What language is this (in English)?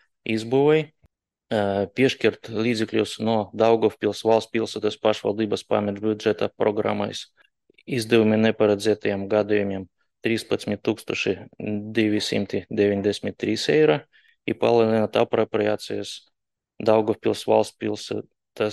Latvian